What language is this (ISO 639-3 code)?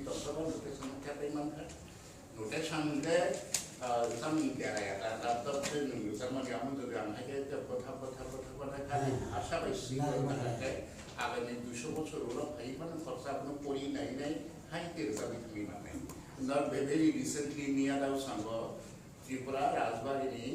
trp